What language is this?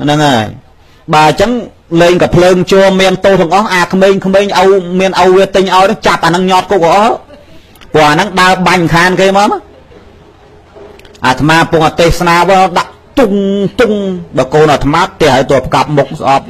Khmer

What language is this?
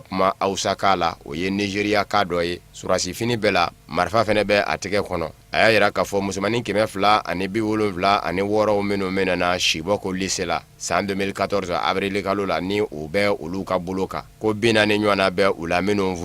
Bambara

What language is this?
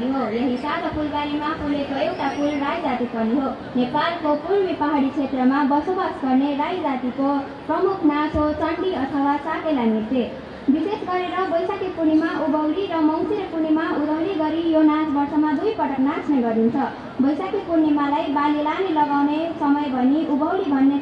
Nepali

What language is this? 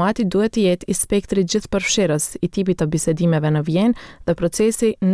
Albanian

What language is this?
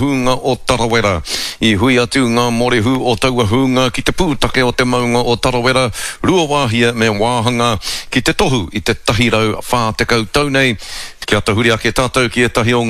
Māori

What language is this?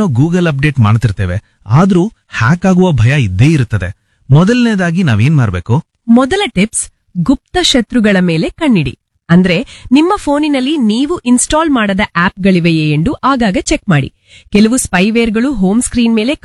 Kannada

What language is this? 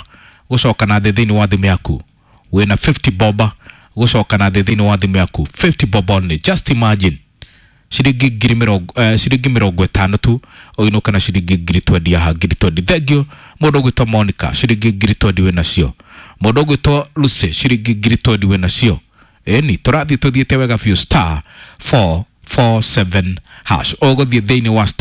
Kikuyu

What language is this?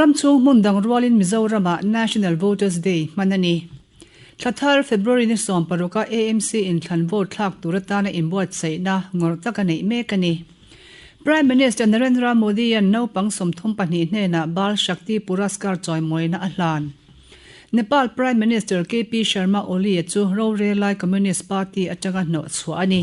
Mizo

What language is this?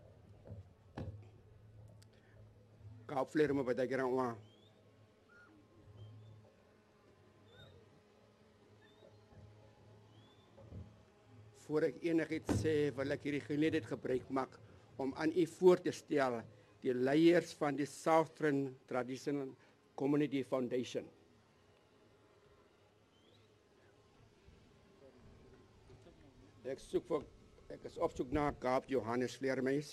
Afrikaans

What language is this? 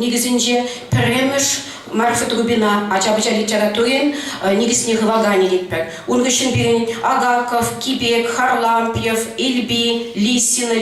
Chuvash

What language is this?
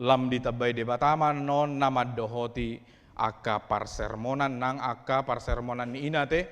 Batak Toba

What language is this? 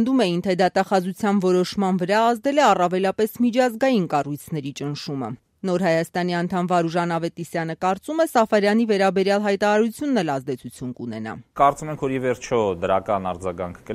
Armenian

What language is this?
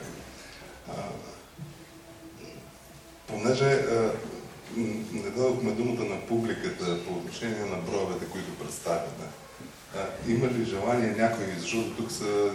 Bulgarian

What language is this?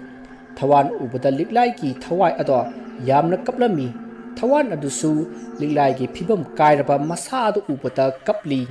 Manipuri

